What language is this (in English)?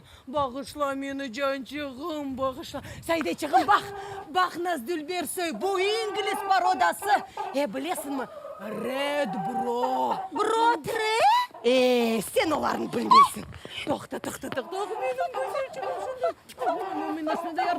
Crimean Tatar